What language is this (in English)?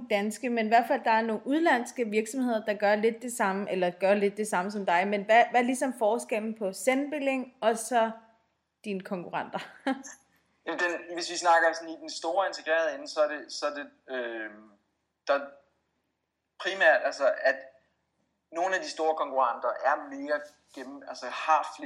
Danish